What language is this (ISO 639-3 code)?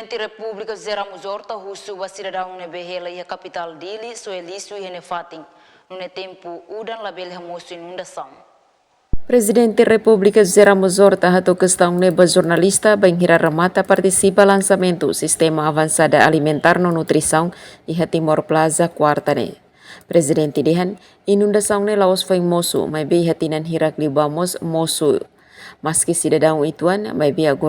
tet